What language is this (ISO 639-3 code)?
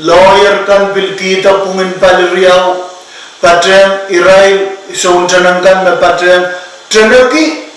pon